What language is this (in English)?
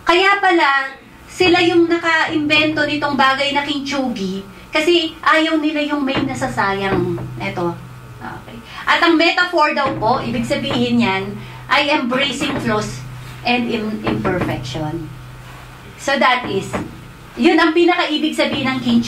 Filipino